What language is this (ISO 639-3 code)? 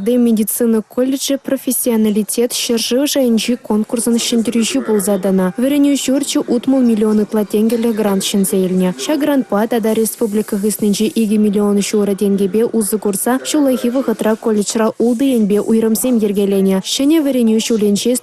chv